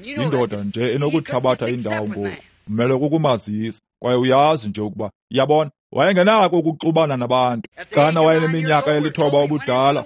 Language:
Xhosa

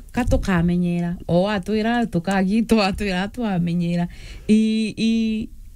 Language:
Meru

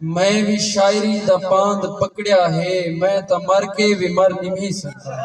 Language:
Saraiki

